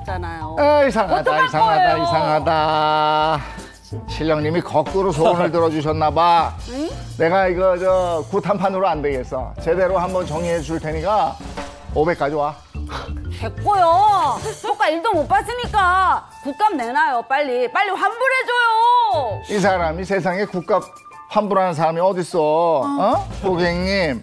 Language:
Korean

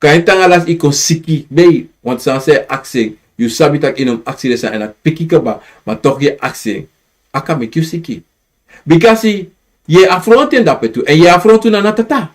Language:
Sranan Tongo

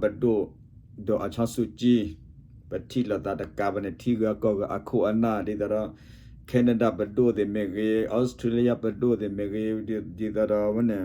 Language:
S'gaw Karen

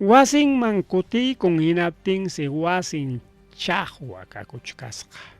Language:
Ayacucho Quechua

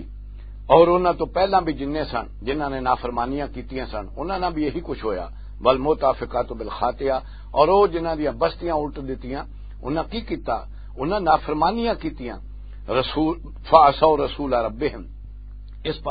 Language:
Western Panjabi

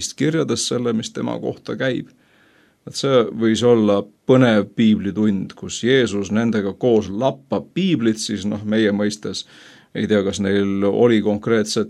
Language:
Estonian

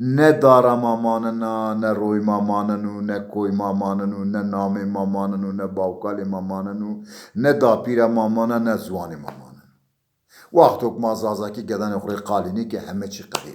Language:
Zaza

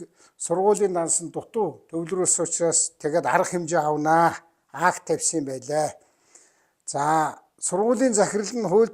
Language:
Mongolian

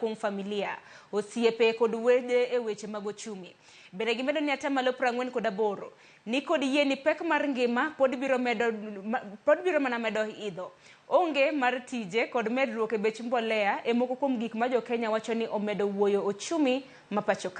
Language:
Luo (Kenya and Tanzania)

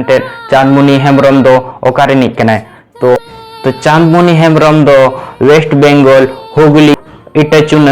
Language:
Santali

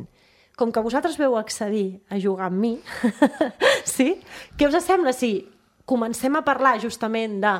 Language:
Catalan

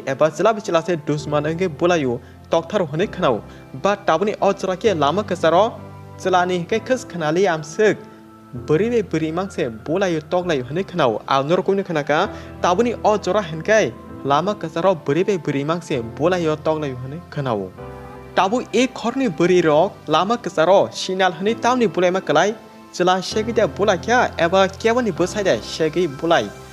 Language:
Kok Borok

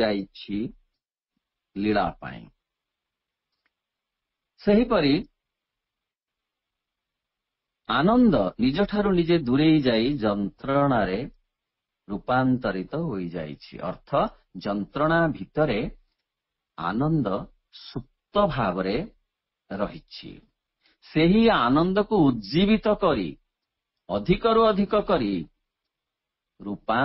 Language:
Odia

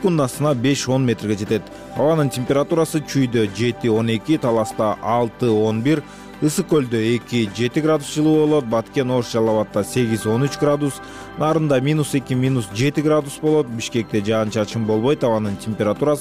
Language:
Kyrgyz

